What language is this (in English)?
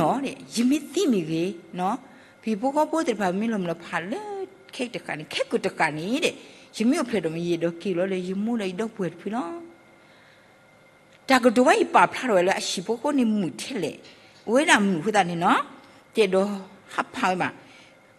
S'gaw Karen